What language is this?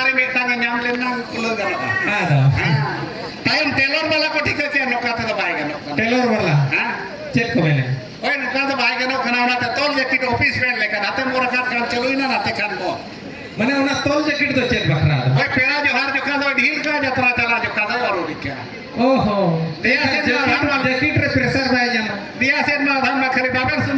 Santali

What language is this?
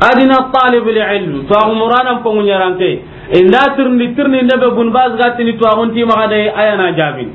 Soninke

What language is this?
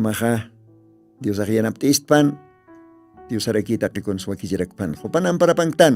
Aymara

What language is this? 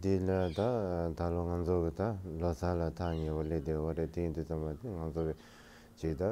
Tibetan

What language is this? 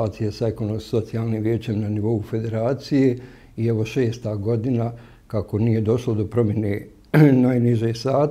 Bosnian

